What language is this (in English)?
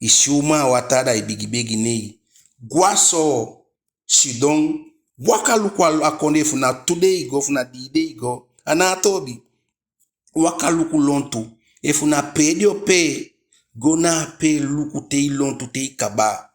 Eastern Maroon Creole